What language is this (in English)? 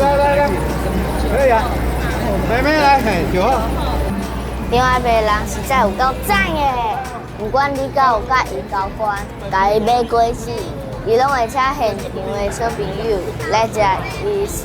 Min Nan Chinese